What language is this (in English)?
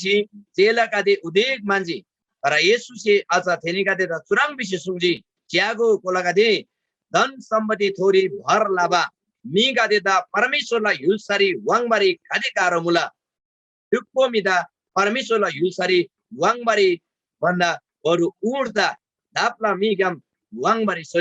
Eastern Tamang